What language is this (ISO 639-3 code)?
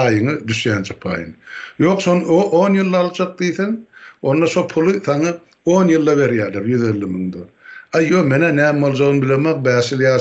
tuk